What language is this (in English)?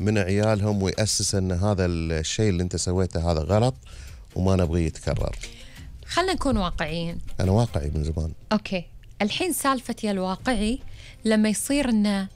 Gulf Arabic